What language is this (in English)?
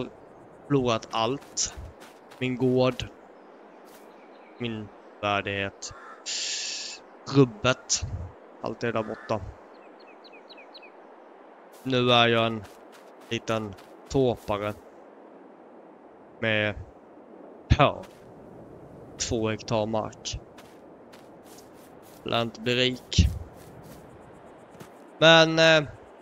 Swedish